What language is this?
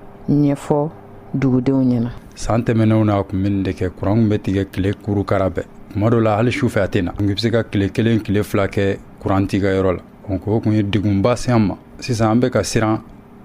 Bambara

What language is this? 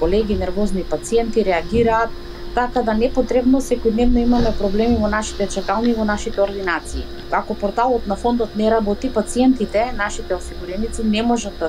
Macedonian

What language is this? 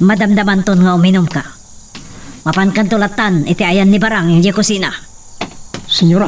Iloko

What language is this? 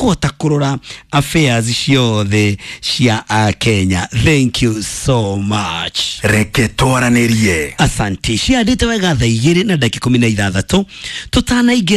Kikuyu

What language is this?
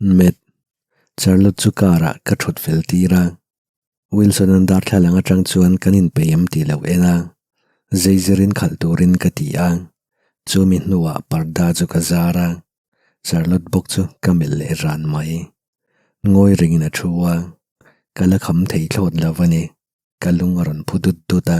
Mizo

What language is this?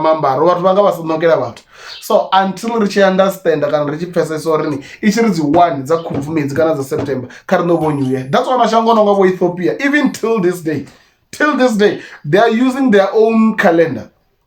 Venda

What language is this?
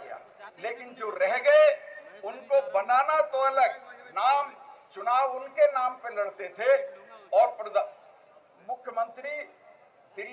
Hindi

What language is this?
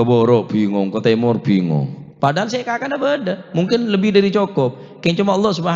Madurese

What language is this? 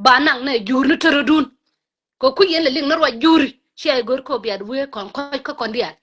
Nuer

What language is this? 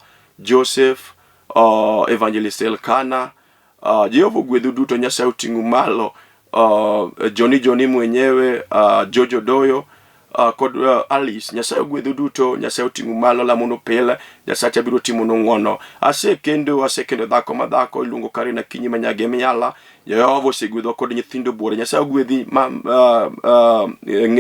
Luo (Kenya and Tanzania)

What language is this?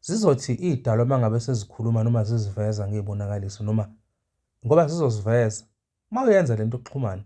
Zulu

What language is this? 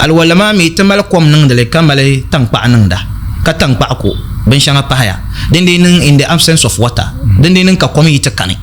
Dagbani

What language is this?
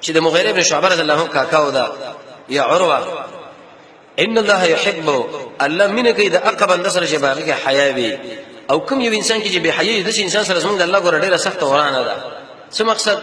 Pashto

